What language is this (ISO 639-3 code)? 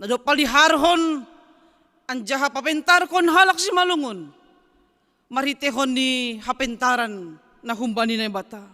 bts